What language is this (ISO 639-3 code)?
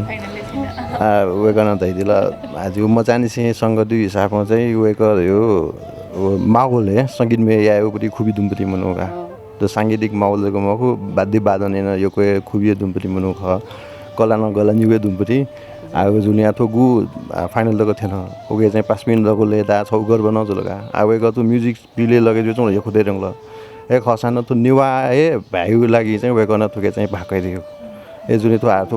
new